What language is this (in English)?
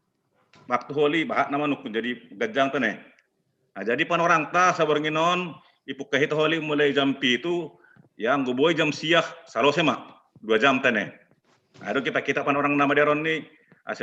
Batak Simalungun